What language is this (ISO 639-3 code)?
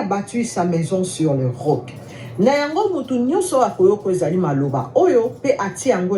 lin